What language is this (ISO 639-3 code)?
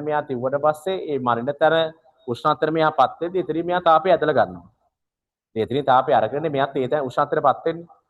sin